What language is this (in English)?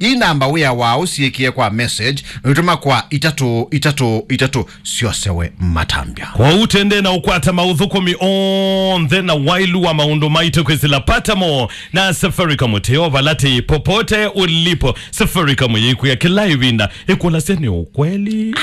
Kamba